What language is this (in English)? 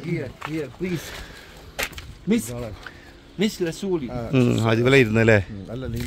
Malayalam